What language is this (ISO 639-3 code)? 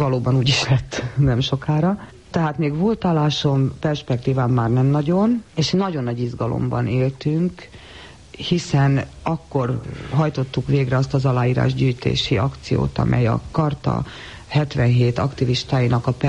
hun